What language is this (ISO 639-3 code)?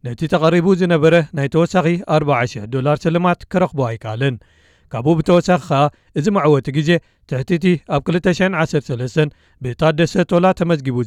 tir